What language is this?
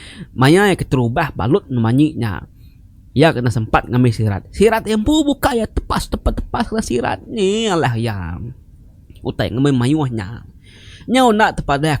Iban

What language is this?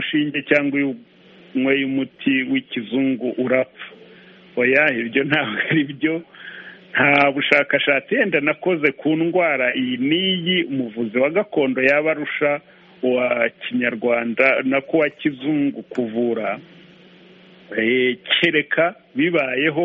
Kinyarwanda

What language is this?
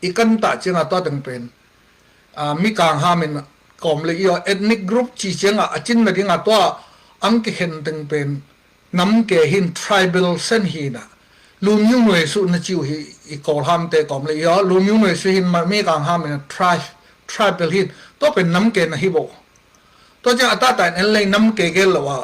Tedim Chin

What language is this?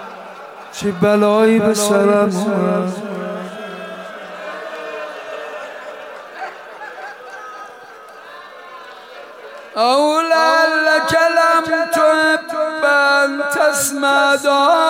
Persian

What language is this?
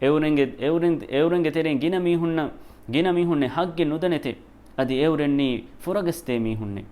Divehi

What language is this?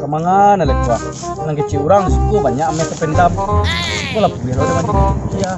Minangkabau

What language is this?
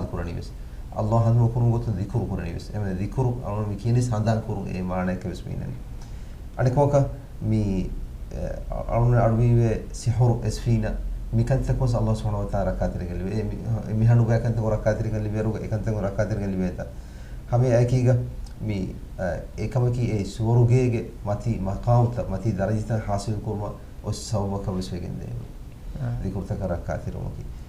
Divehi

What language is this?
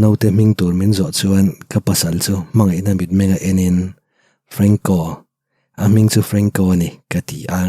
Mizo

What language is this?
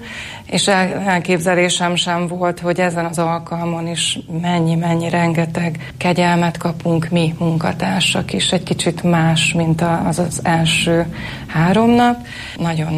Hungarian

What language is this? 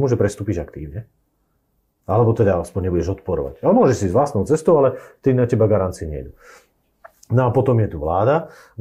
Slovak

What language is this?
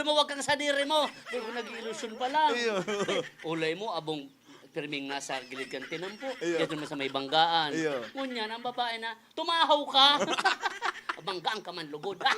Bikol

